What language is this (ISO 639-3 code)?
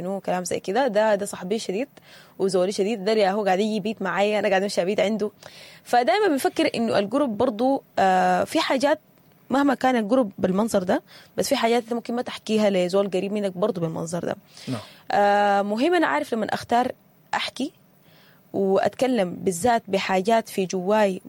apd